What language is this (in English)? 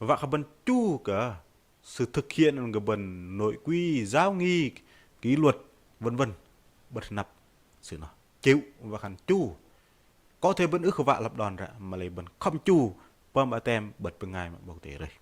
Bahnar